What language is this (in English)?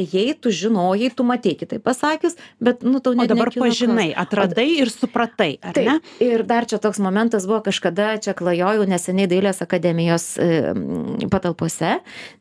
Lithuanian